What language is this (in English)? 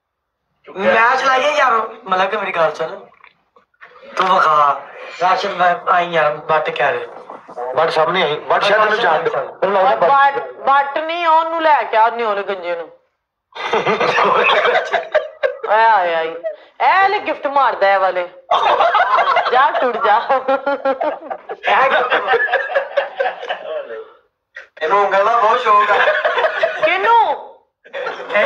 Punjabi